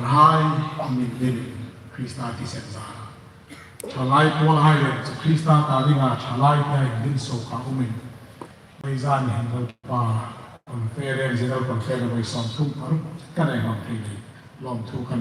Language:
Hmar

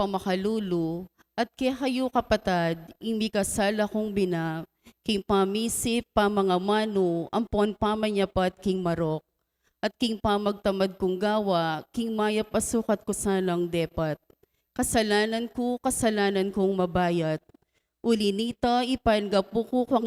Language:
Pampanga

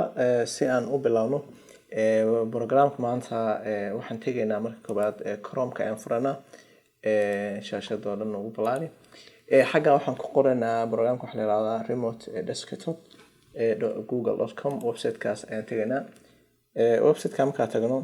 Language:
Somali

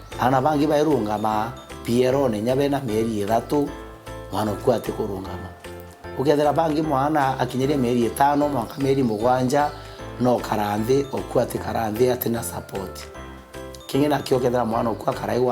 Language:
Meru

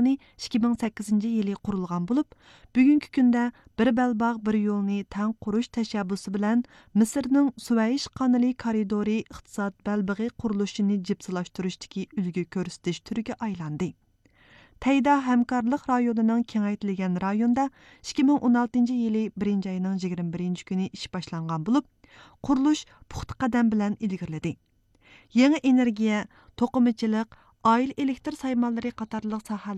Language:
Uyghur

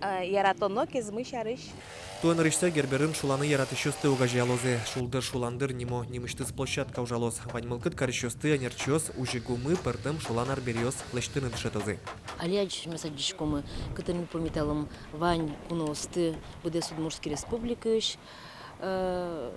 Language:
Udmurt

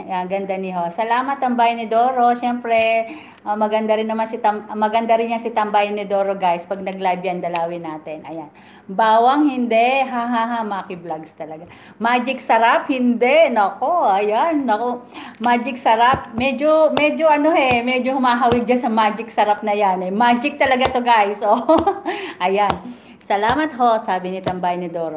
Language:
Filipino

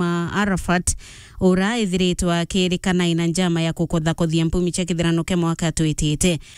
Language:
Meru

